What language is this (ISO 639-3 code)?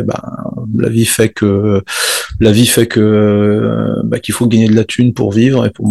fra